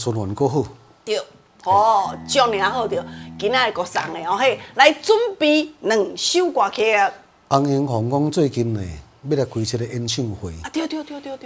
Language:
Min Nan Chinese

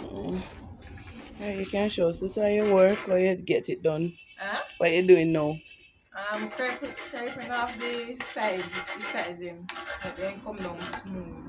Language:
Jamaican Creole English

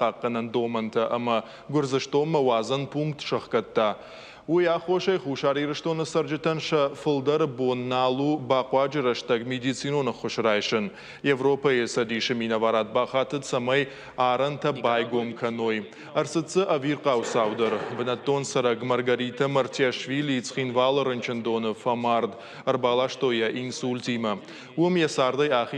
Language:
Ossetic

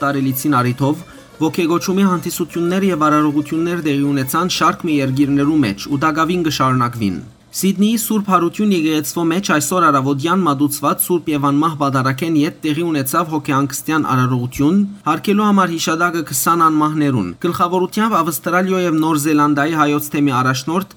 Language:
Western Armenian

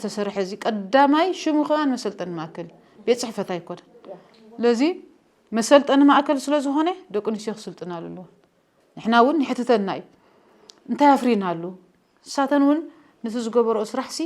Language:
Tigrinya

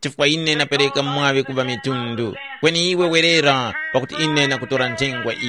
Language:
Tumbuka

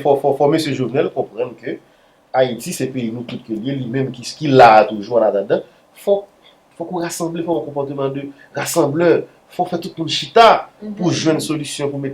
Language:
Haitian Creole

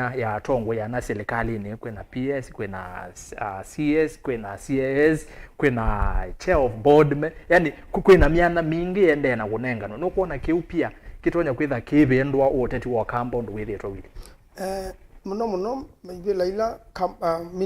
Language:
Kamba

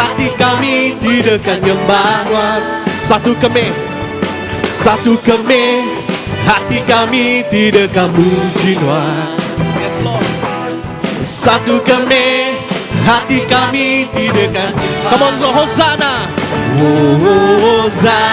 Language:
Iban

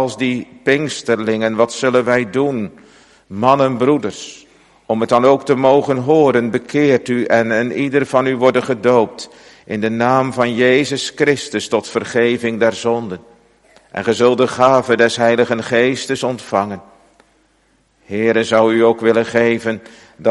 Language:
Dutch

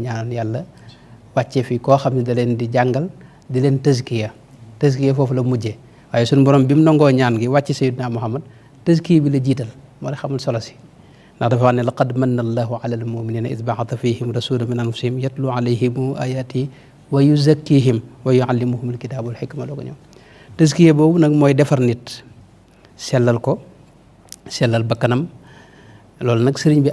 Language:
Wolof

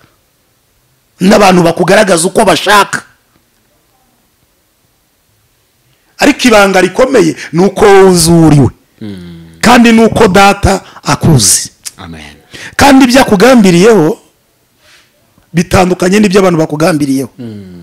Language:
Kinyarwanda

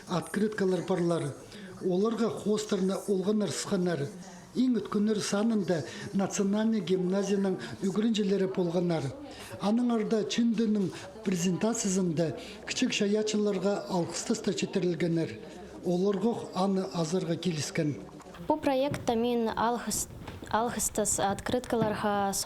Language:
Khakas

